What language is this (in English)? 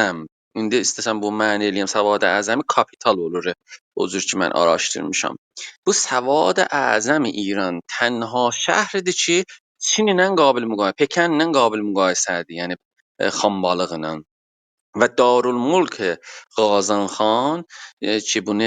South Azerbaijani